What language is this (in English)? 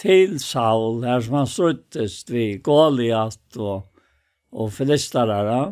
Faroese